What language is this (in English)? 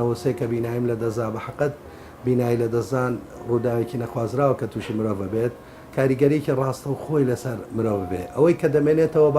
Central Kurdish